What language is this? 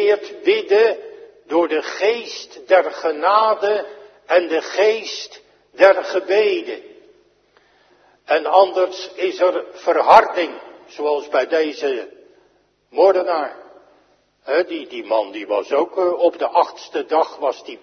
Dutch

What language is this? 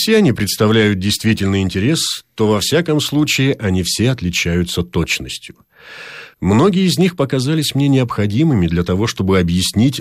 Russian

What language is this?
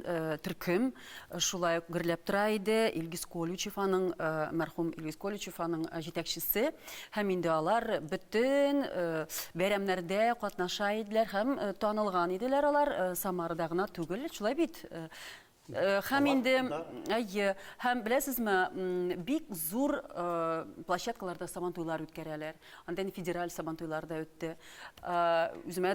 Tatar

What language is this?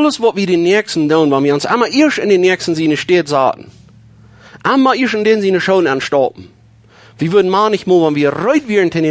Plautdietsch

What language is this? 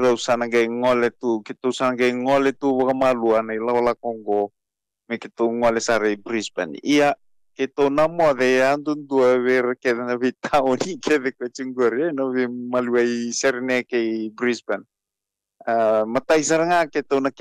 Fijian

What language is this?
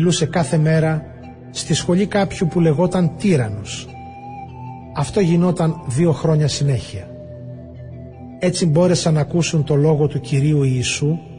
Greek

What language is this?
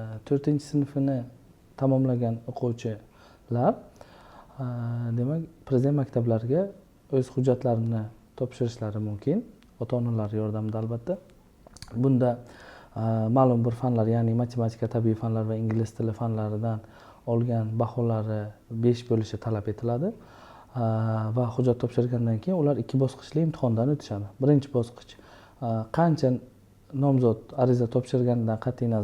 Uzbek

